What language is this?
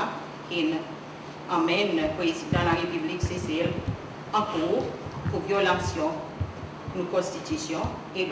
Seselwa Creole French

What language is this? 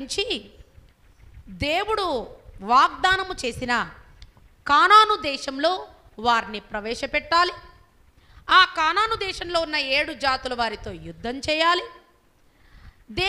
Telugu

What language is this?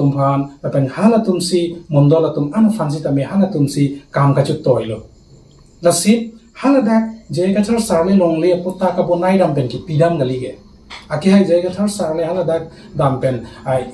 Karbi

